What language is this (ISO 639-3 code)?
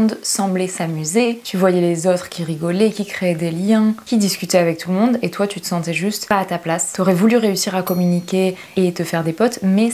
fra